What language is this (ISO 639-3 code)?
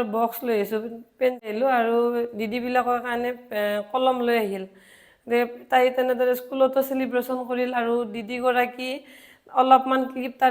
asm